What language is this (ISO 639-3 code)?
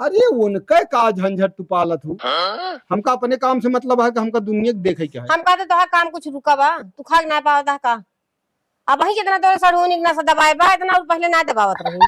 awa